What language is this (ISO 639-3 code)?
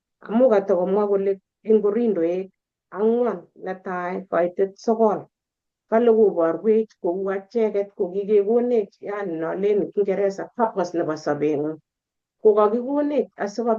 kln